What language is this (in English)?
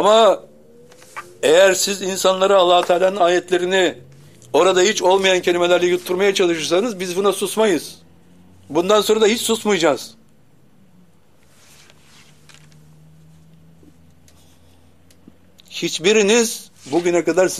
Turkish